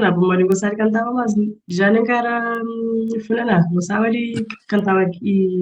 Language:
Kabuverdianu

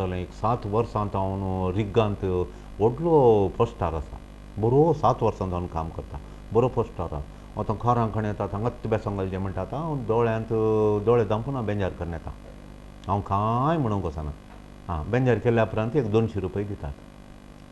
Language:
Konkani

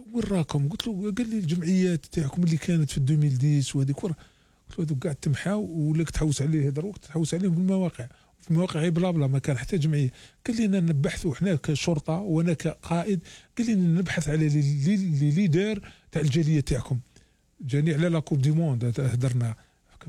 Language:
Algerian Arabic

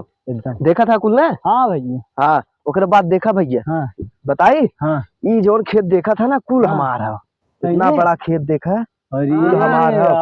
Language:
Awadhi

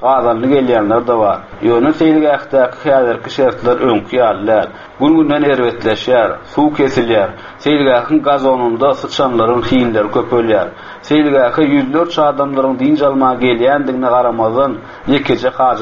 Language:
Turkmen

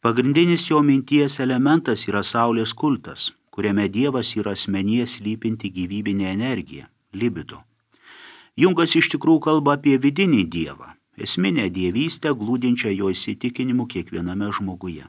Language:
Lithuanian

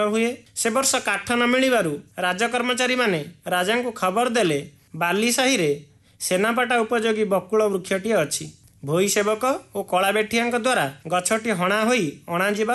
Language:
Odia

